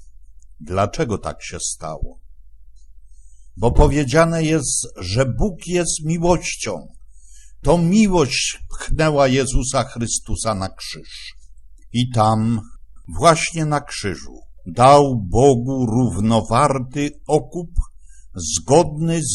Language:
Polish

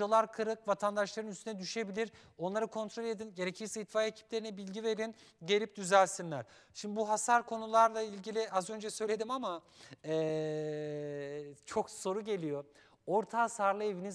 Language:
Turkish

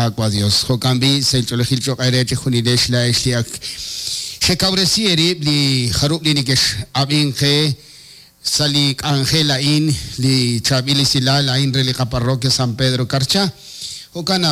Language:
Kekchí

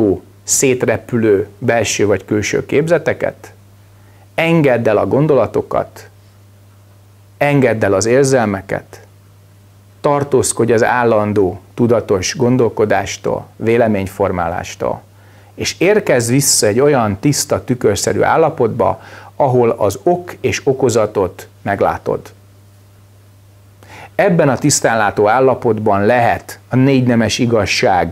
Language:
Hungarian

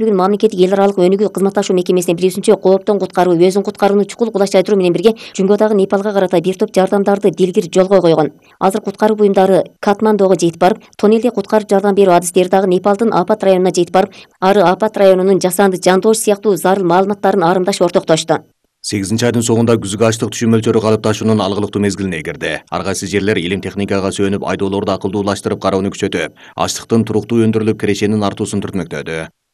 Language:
Kyrgyz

